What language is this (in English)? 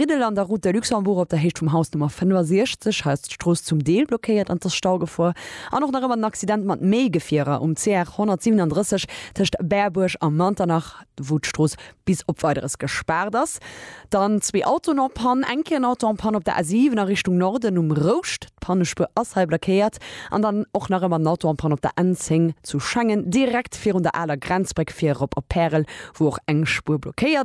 Luxembourgish